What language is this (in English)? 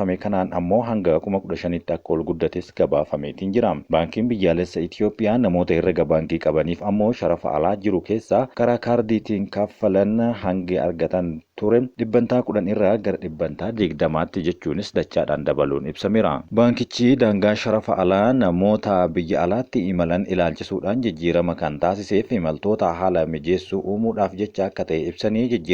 Oromo